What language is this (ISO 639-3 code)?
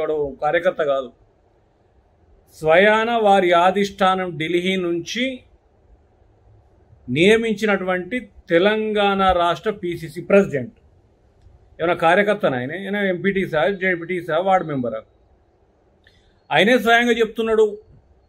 tel